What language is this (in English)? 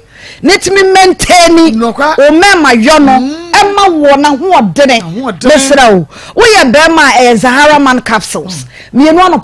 Akan